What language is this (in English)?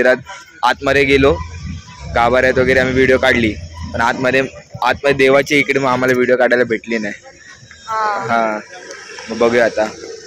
Marathi